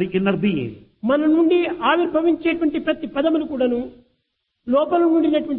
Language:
Telugu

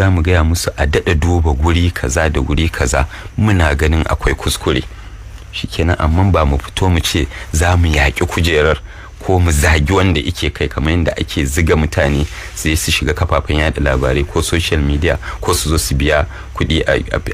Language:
Hausa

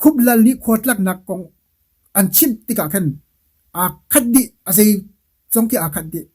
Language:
Hakha Chin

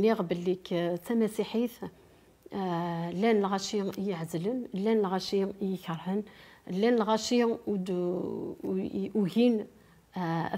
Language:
Kabyle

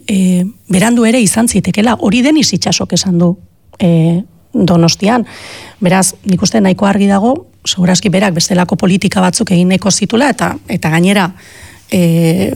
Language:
Basque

